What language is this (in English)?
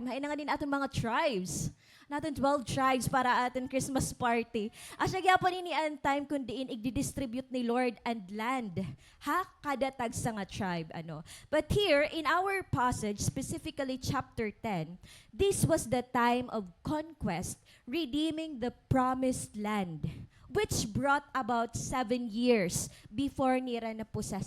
Waray